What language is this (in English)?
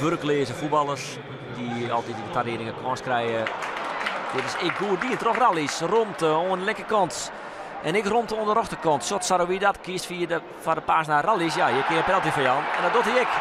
Western Frisian